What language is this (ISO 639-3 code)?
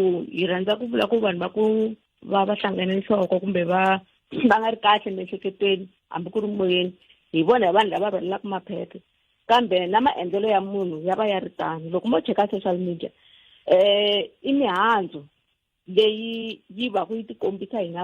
tso